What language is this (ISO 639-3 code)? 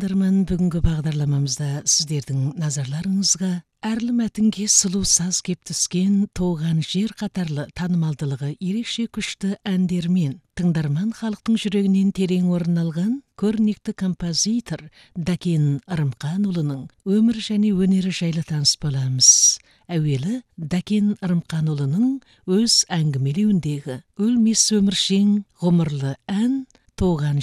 kaz